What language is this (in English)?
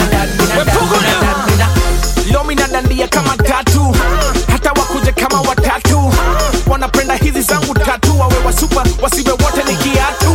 Swahili